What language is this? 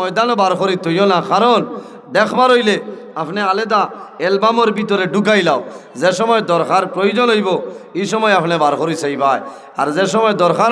Sylheti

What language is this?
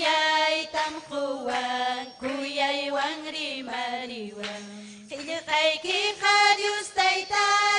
Ayacucho Quechua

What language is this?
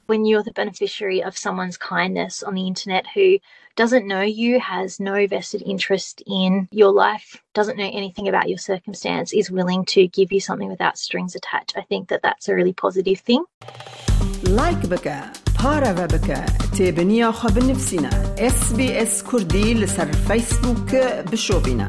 Kurdish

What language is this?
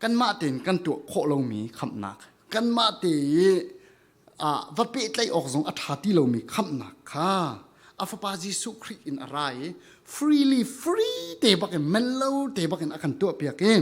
Falam Chin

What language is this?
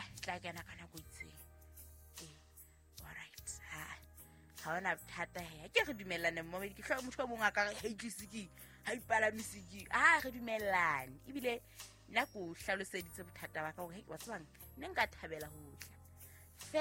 Southern Sotho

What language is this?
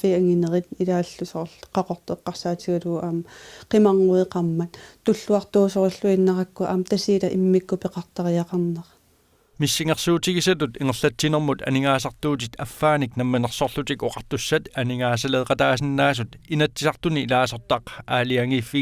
Kalaallisut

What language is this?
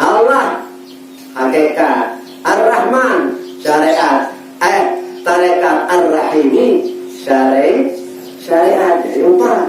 Sasak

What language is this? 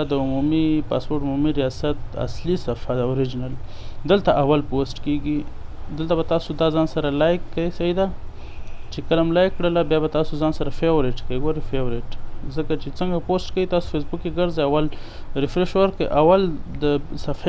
Pashto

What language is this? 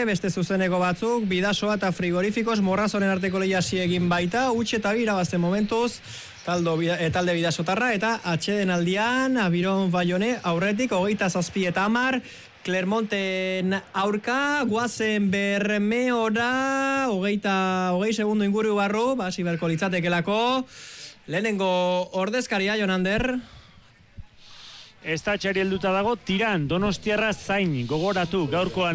Basque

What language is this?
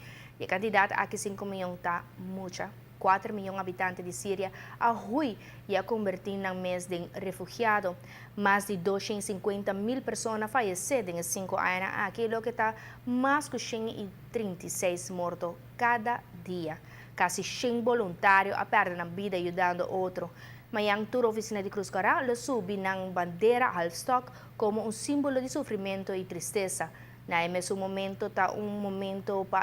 Papiamento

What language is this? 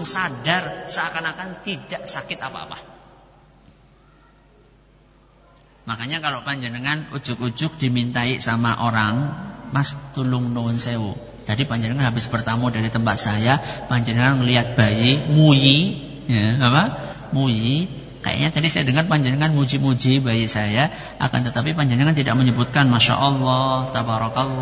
Indonesian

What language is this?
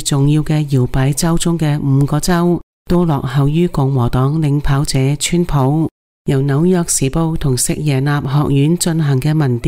Cantonese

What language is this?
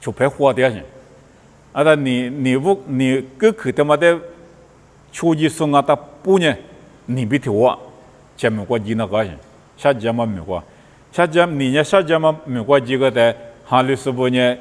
Lisu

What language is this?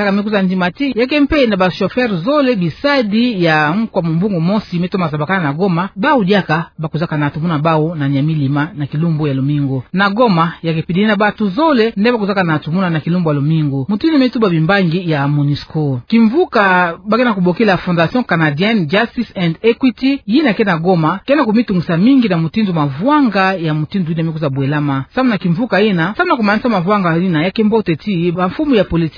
Kituba (Democratic Republic of Congo)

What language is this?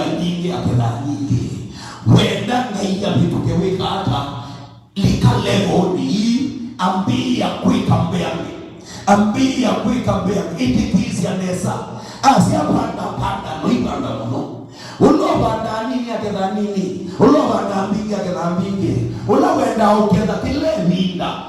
Kamba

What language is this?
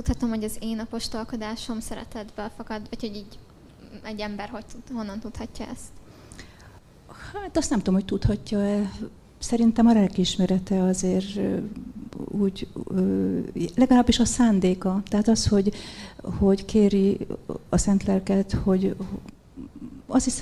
Hungarian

